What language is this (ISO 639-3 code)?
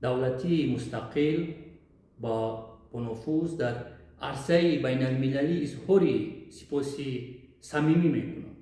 tgk